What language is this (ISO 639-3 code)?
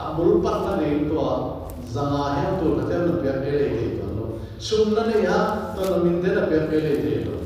ctd